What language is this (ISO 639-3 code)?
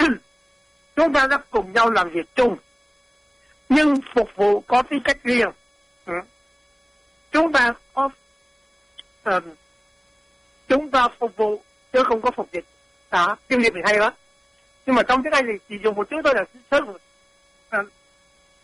vie